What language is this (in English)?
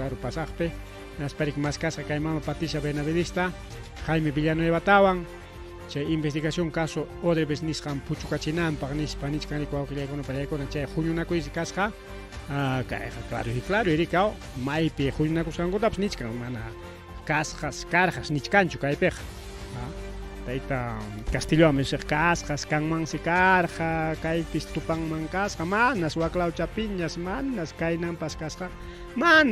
Ayacucho Quechua